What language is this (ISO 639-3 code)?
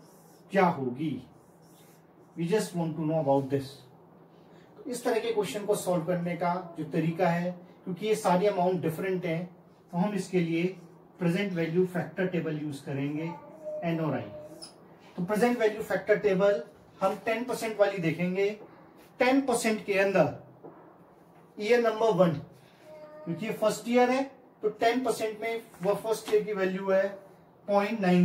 hin